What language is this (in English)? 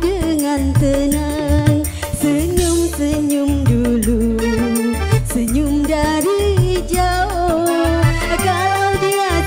Musi